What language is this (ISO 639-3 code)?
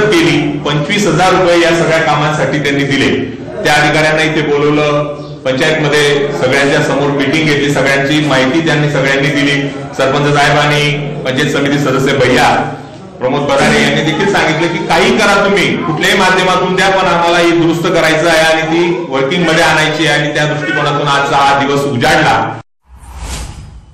mar